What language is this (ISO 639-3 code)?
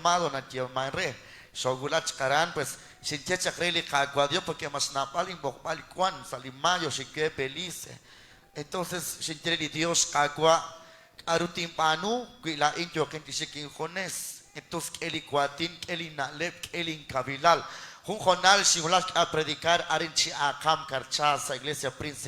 kek